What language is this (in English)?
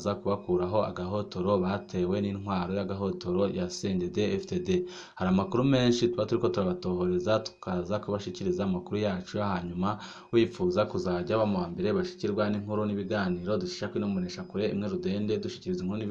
Rundi